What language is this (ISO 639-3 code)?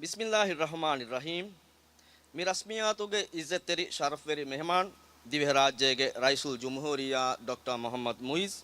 div